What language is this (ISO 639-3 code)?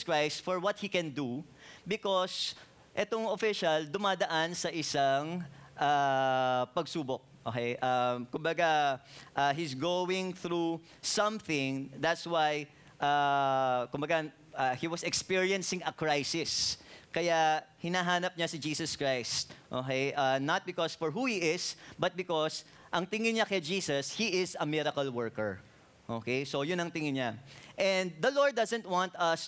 fil